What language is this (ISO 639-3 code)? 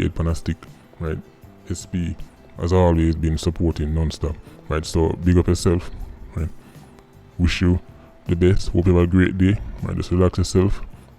jam